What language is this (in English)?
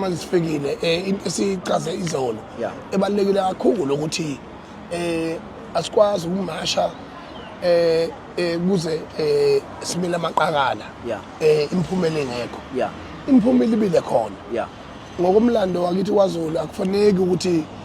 Zulu